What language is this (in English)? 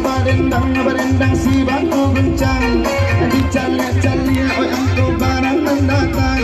Minangkabau